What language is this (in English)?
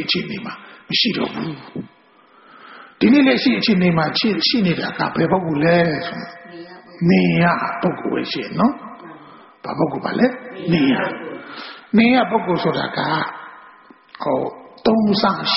Burmese